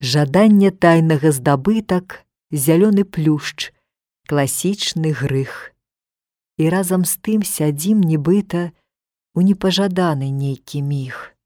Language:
Belarusian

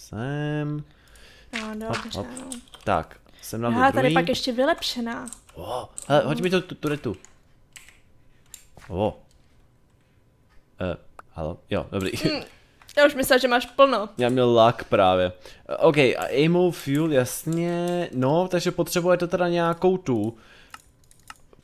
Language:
Czech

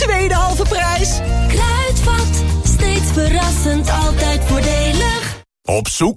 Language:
Dutch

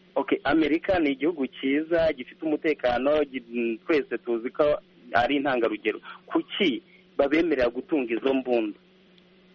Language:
Kinyarwanda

